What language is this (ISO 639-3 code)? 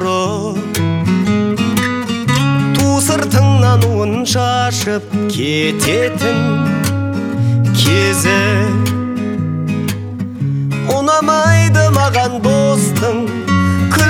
kaz